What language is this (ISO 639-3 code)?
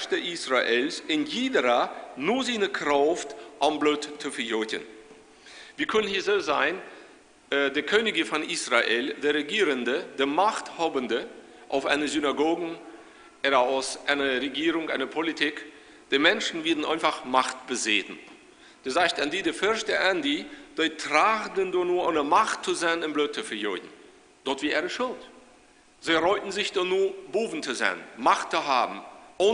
pdt